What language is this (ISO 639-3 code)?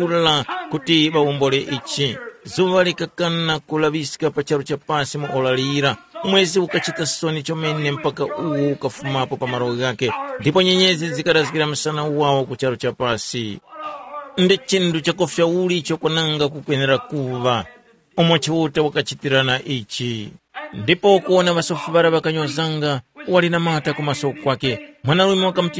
tum